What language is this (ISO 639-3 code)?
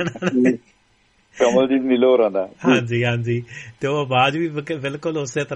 pan